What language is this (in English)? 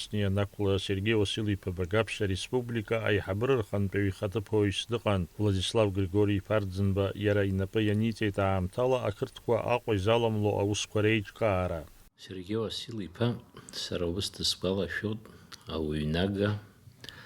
Abkhazian